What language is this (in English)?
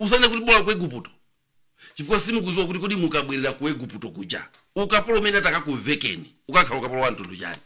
Nyanja